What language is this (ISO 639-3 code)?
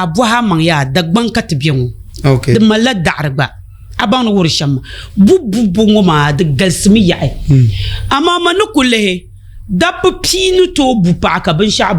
dag